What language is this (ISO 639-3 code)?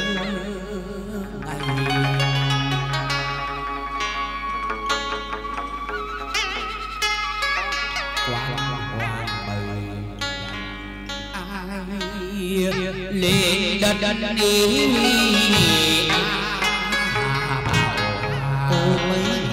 vie